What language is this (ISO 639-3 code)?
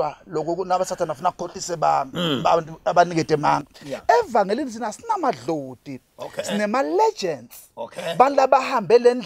zul